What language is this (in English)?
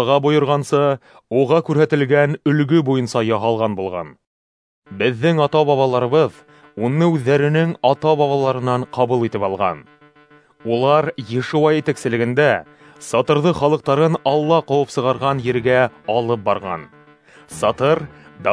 Bashkir